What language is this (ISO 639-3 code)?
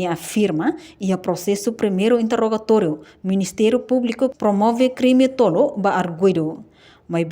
tet